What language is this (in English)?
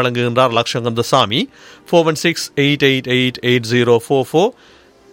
Tamil